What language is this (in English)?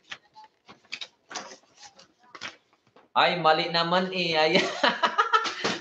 Filipino